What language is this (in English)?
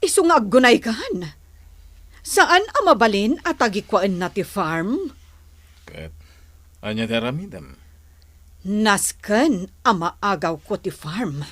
Iloko